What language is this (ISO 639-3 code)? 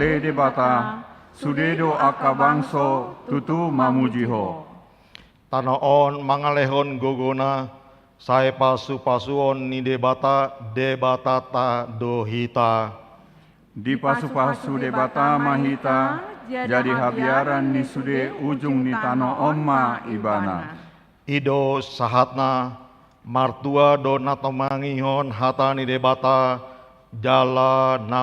bbc